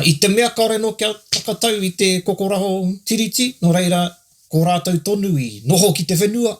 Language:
Māori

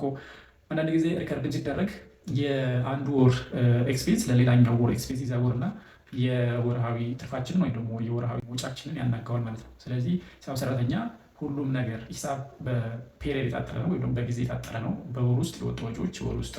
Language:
Amharic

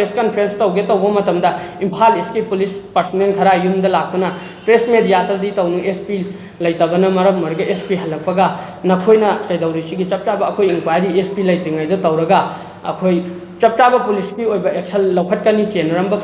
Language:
Manipuri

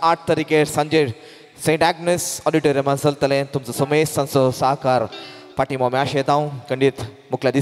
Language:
Konkani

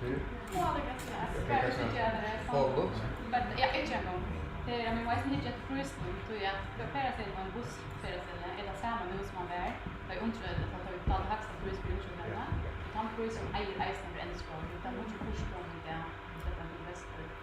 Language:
Faroese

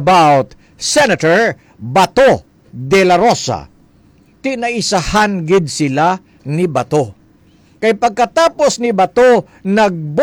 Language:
Hiligaynon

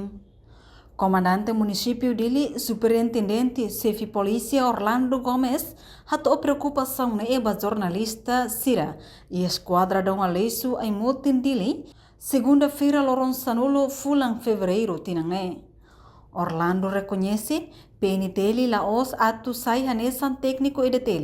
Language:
Tetum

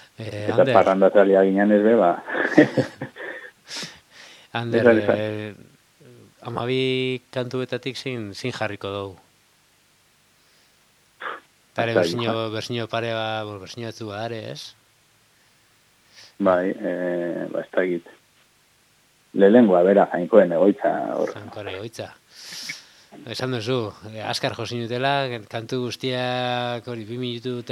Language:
Basque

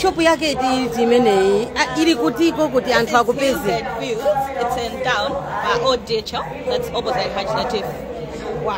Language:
Nyanja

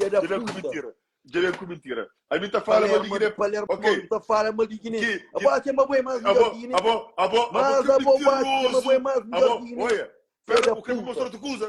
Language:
Kabuverdianu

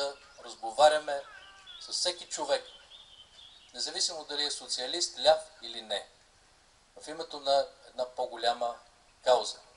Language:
Bulgarian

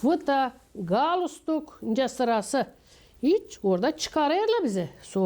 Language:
Gagauz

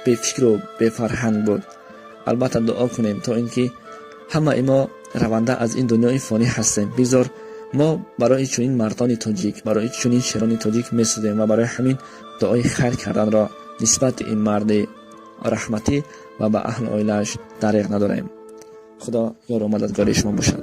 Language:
Tajik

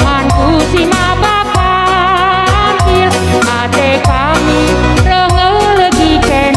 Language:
Batak Karo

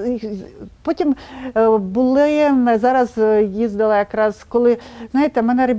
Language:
Ukrainian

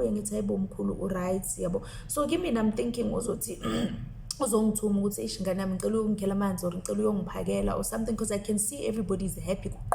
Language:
Zulu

